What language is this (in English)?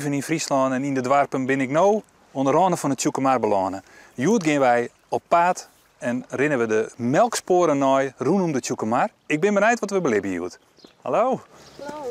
Western Frisian